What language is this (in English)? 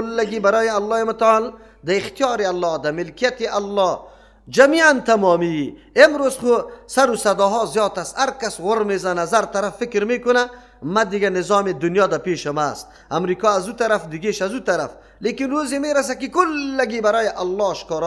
Persian